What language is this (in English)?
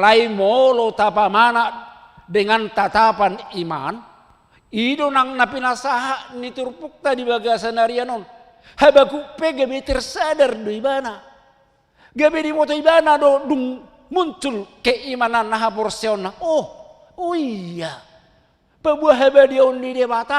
Batak Toba